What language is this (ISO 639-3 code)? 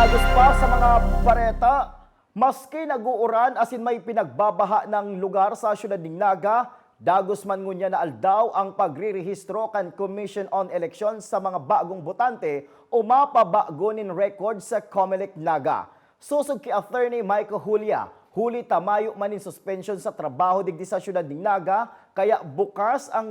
bik